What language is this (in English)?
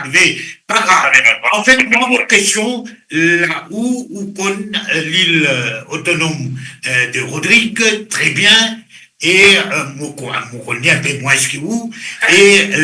Morisyen